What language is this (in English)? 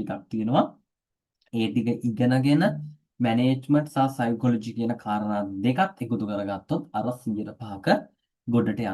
Sinhala